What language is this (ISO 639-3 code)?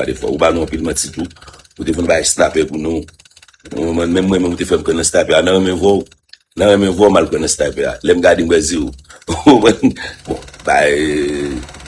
hat